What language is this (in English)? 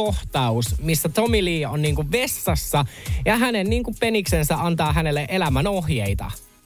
Finnish